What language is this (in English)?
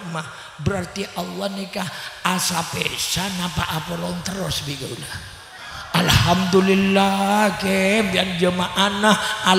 Madurese